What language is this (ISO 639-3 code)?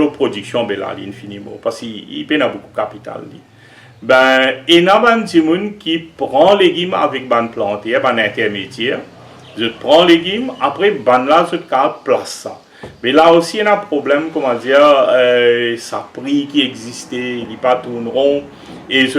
mfe